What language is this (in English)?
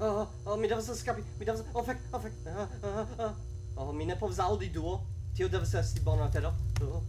Esperanto